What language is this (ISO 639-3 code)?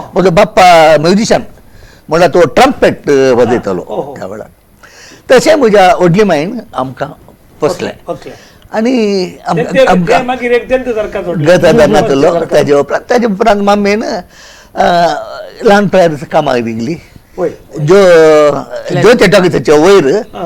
kok